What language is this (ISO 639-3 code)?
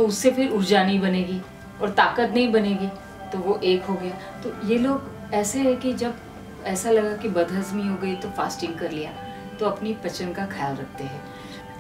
hin